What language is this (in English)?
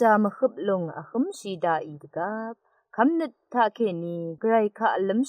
Rawang